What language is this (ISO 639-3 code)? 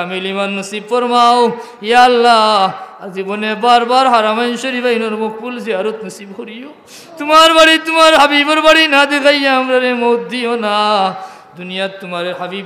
syl